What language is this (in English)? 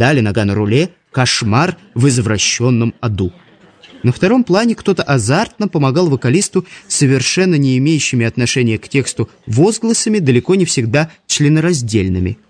Russian